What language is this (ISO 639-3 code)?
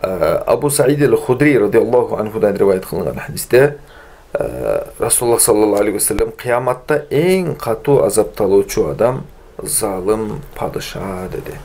kir